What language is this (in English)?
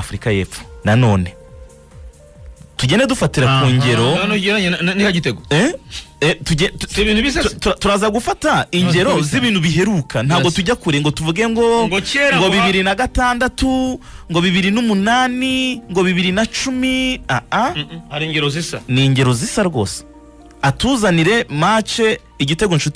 Kinyarwanda